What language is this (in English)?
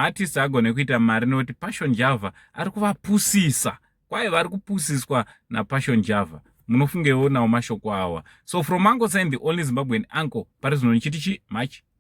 Shona